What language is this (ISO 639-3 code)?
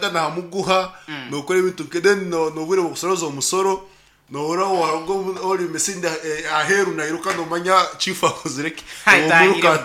nyn